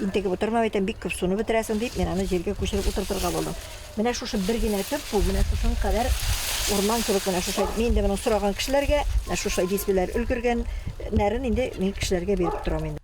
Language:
Tatar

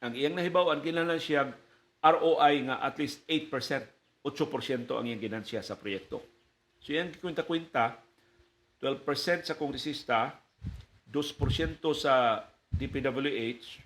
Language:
Cebuano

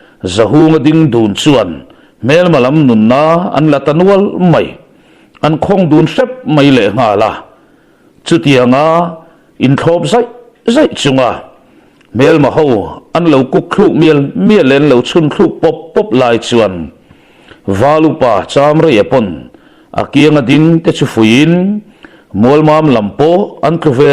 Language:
Mizo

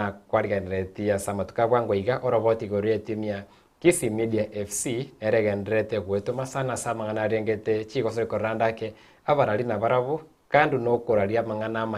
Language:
Gusii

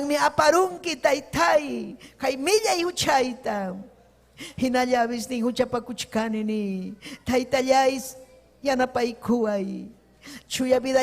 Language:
Ayacucho Quechua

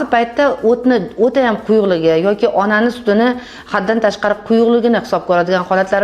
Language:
Uzbek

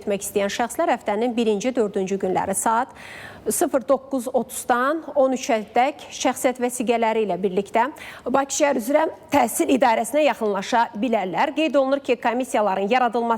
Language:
Azerbaijani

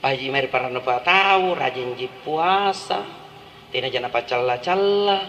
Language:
Makasar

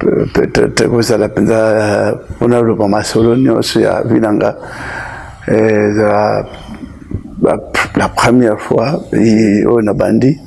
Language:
Lingala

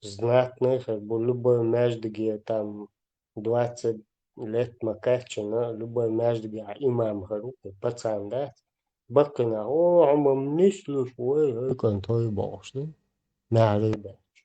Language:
Chechen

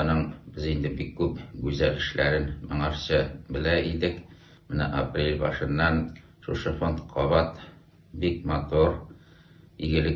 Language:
Tatar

